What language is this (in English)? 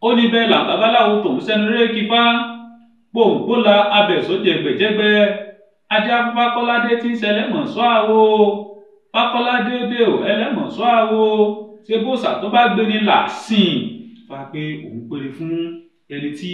Yoruba